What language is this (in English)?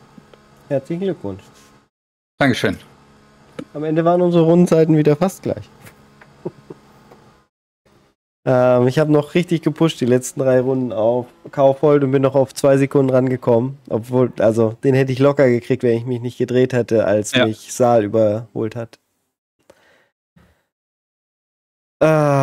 German